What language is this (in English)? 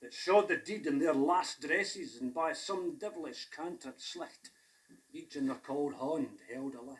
Scots